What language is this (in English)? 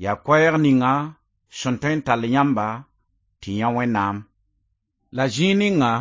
Mossi